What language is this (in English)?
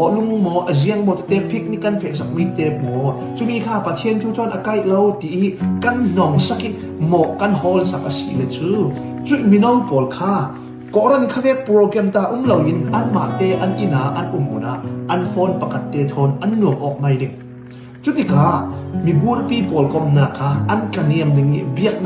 Falam Chin